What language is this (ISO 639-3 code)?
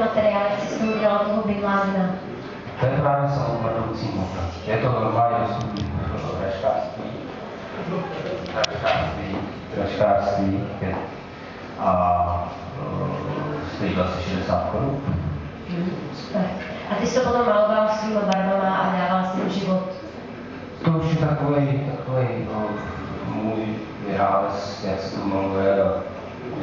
ces